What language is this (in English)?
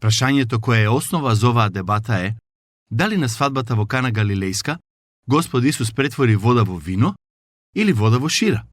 Macedonian